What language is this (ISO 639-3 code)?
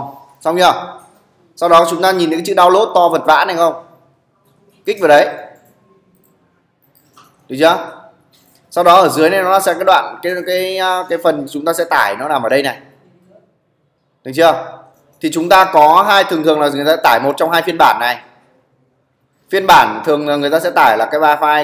vie